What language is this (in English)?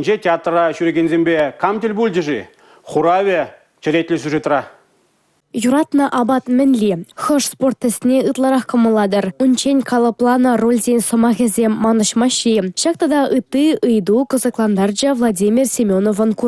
Chuvash